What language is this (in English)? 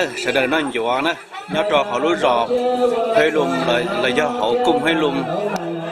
Hmong